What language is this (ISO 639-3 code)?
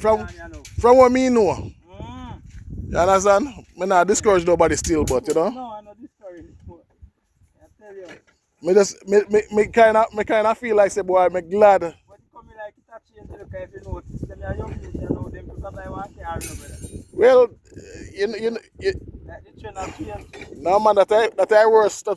jam